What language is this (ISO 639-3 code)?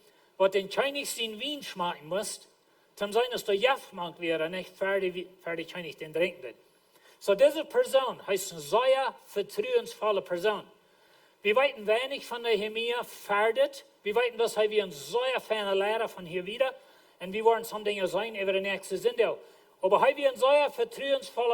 pdt